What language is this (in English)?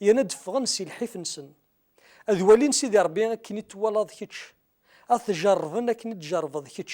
Kabyle